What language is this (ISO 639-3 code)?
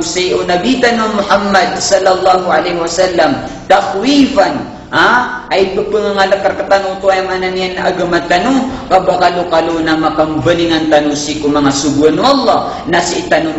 mrw